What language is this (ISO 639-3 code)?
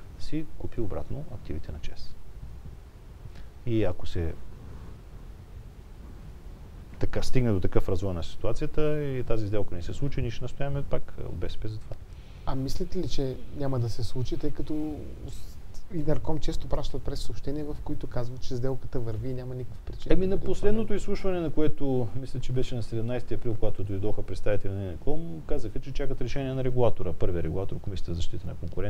bul